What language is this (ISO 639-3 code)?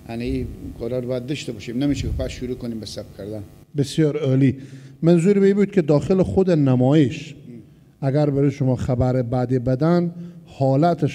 fas